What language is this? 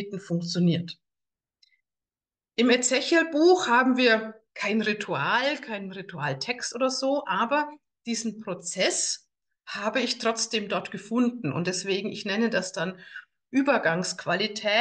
German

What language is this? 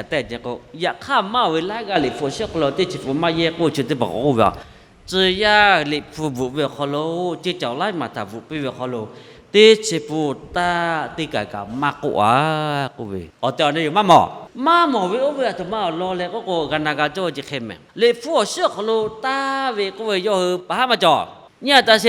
Lahu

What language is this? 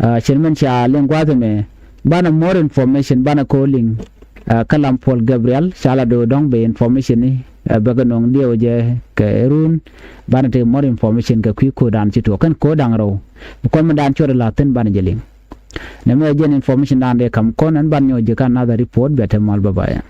Nuer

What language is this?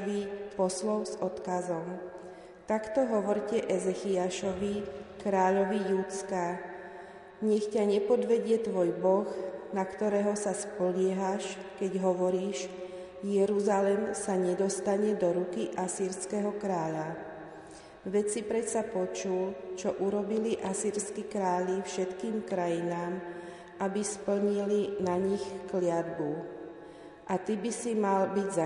Slovak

